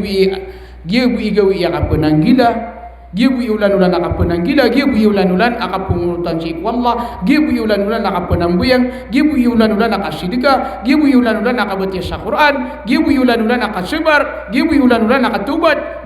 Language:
Maranao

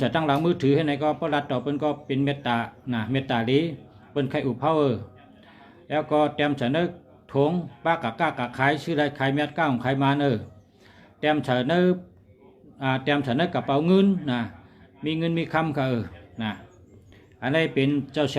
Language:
Shan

